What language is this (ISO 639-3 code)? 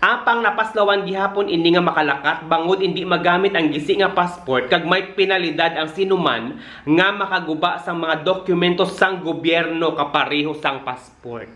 hil